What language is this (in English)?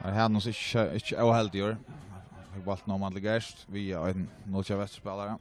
Faroese